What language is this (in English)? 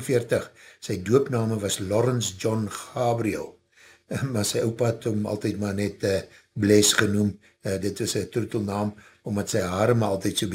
Afrikaans